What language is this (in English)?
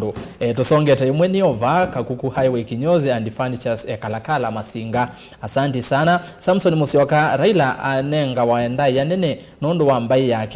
Kamba